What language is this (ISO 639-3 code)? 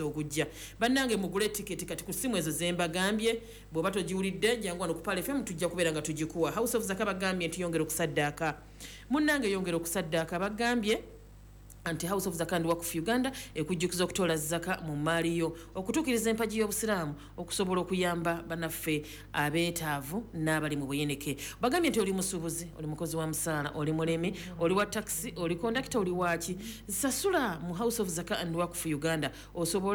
lug